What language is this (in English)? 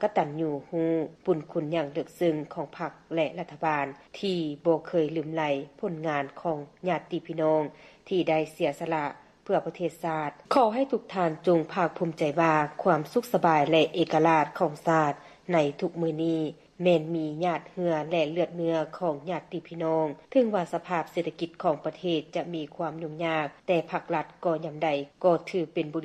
Lao